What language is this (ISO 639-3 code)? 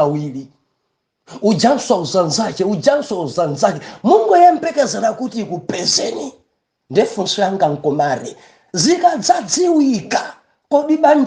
nya